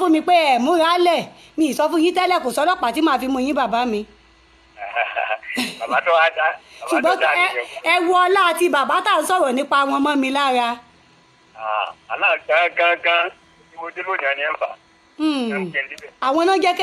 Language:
Yoruba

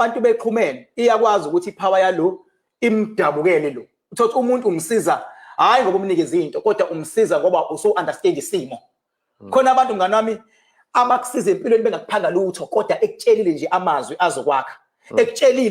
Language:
Zulu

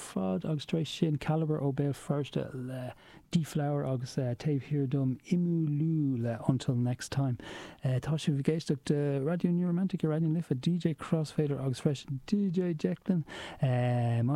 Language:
Irish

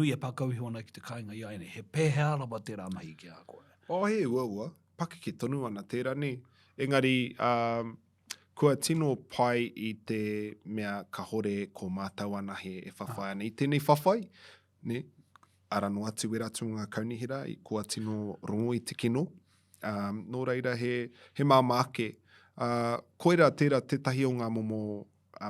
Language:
Māori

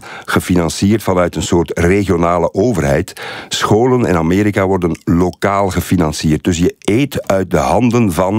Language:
Dutch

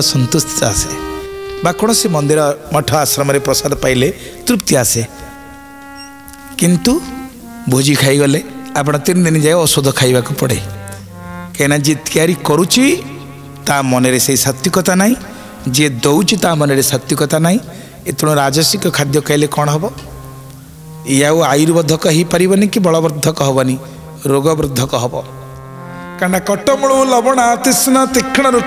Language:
Odia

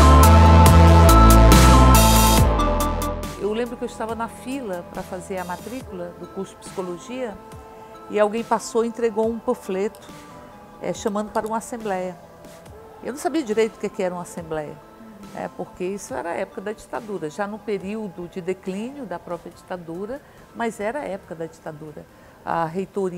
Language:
Portuguese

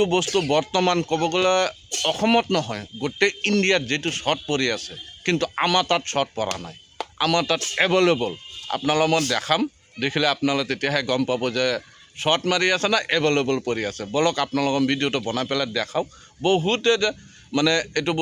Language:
Assamese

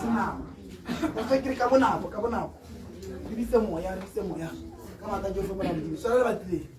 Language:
Tswana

